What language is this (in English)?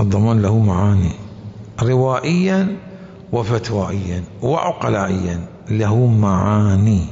Mesopotamian Arabic